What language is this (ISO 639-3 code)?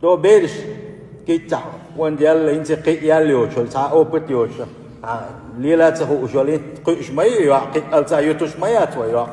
che